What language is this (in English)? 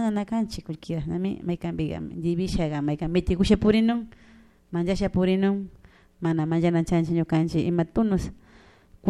Chimborazo Highland Quichua